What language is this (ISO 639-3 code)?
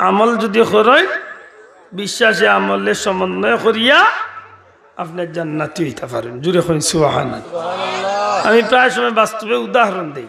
syl